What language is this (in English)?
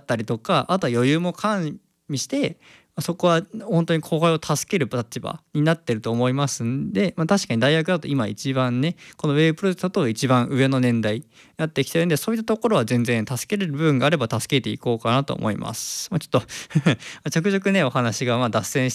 Japanese